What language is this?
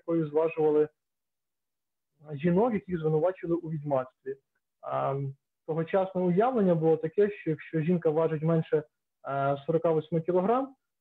Ukrainian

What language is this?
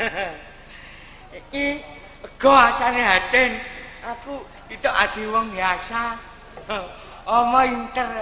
Javanese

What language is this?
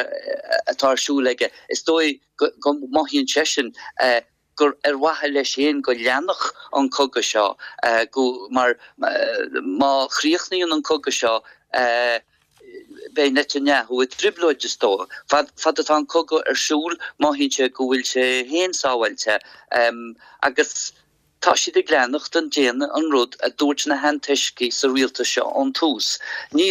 Irish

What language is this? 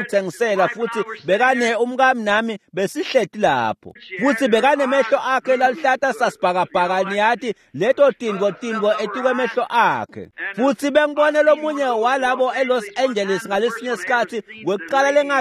Swati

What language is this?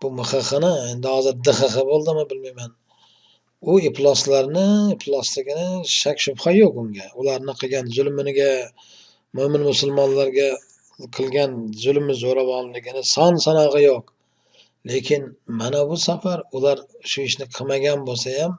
Uzbek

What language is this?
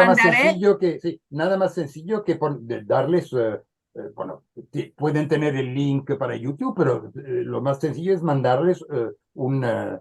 Ladino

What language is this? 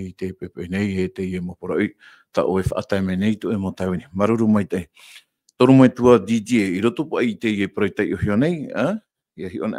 Tahitian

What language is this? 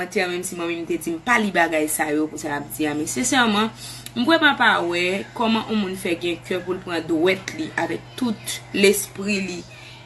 Haitian Creole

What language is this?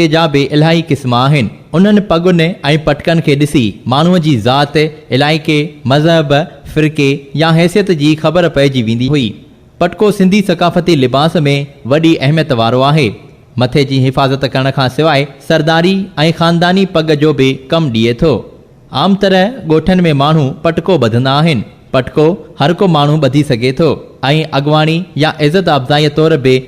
Sindhi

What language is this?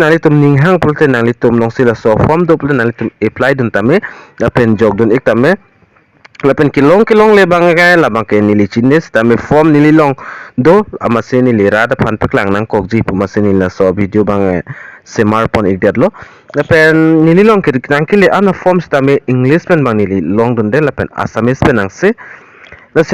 Karbi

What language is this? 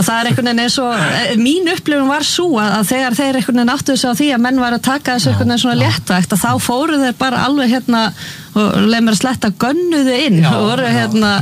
Icelandic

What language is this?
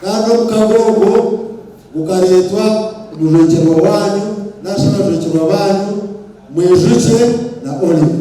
Nyankole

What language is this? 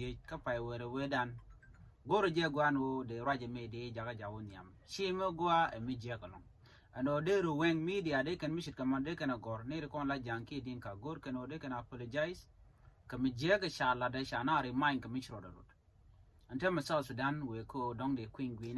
Nuer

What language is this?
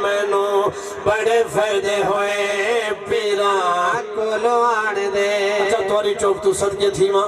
Saraiki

